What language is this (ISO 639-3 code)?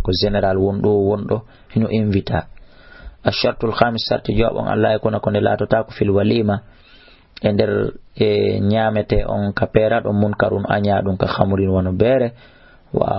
ful